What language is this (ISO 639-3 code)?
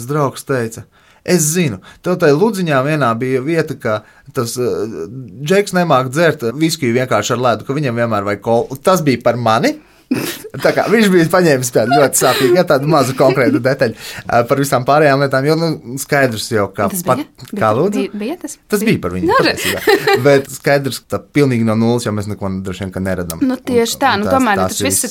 lav